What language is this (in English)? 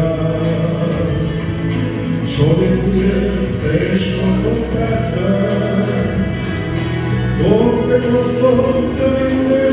Croatian